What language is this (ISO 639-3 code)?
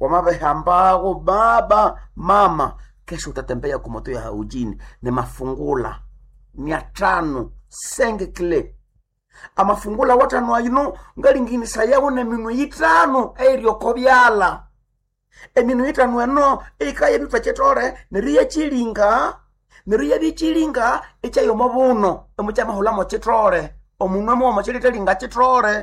nnb